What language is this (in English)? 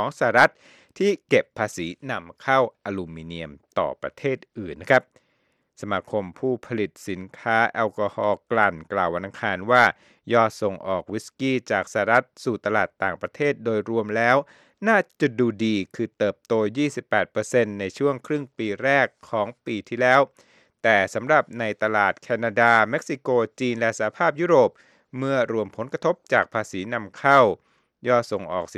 Thai